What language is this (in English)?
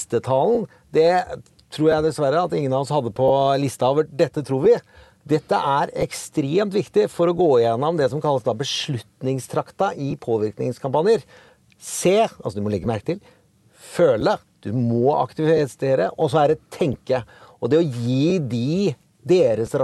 Norwegian